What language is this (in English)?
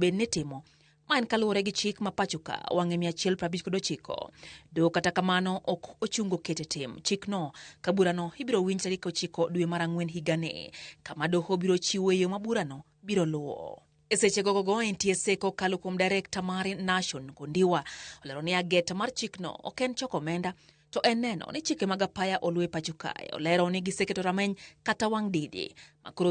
Luo (Kenya and Tanzania)